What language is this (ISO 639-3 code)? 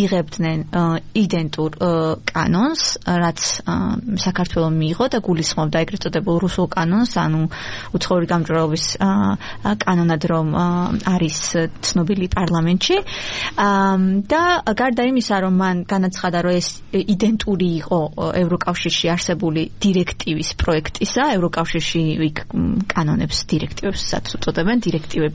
kat